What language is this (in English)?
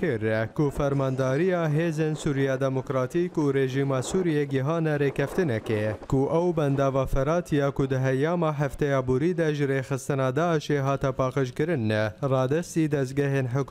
Kurdish